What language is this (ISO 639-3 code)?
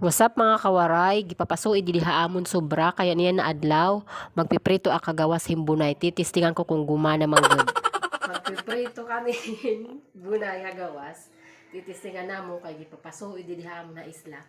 war